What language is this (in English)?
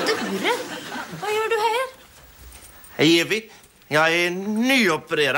Swedish